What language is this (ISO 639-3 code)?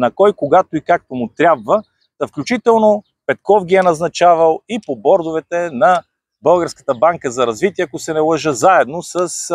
bul